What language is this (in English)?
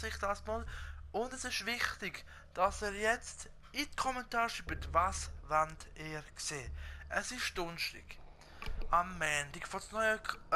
Swiss German